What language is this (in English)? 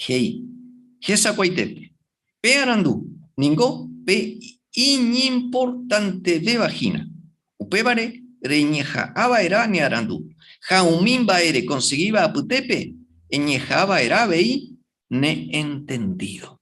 Guarani